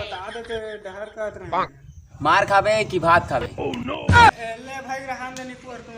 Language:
Chhattisgarhi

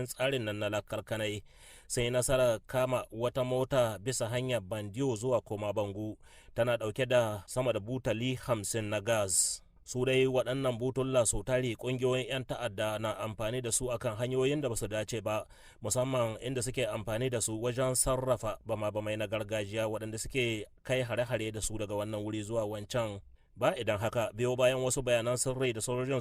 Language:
Hausa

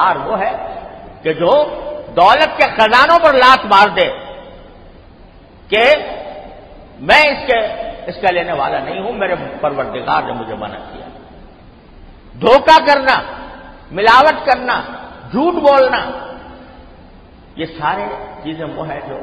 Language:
Urdu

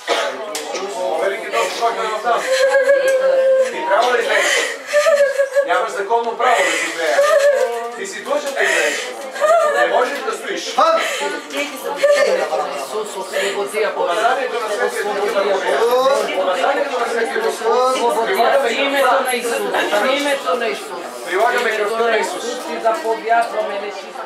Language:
Bulgarian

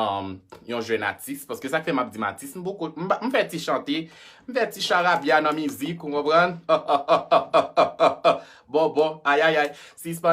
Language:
Haitian Creole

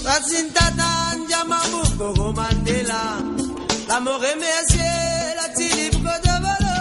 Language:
Morisyen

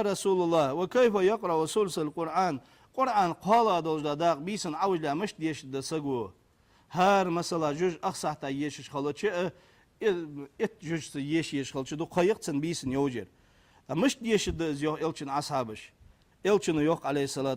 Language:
Ingush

